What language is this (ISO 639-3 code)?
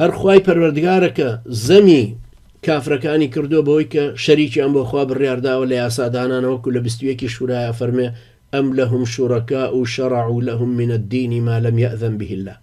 ckb